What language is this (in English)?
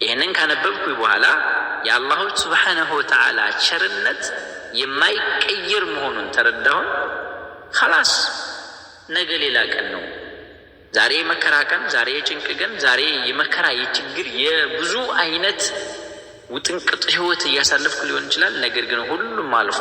Amharic